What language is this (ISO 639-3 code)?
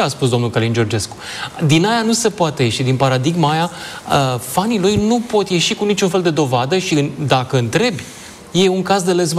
ron